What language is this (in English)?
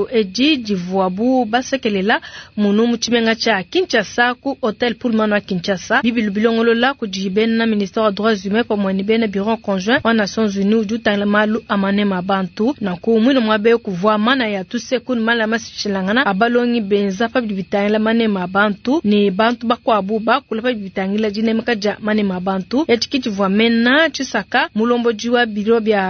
Luba-Lulua